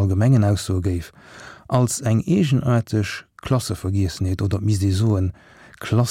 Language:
Luxembourgish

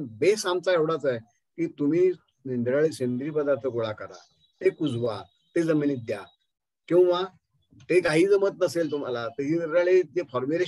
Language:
Marathi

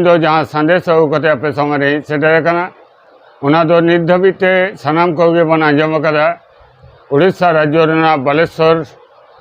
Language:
Santali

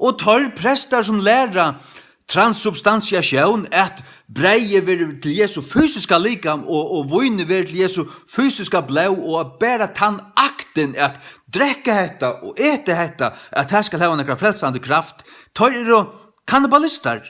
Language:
Faroese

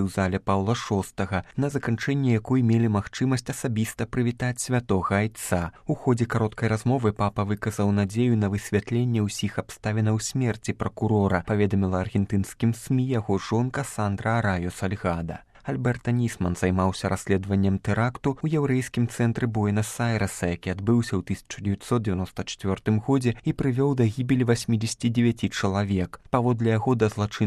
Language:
Belarusian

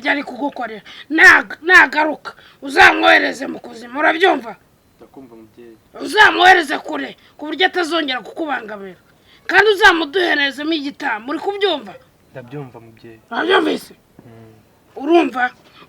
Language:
Kinyarwanda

